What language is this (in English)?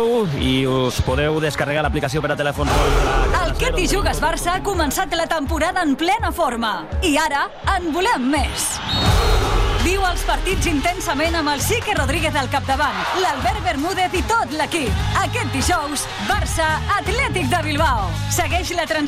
Catalan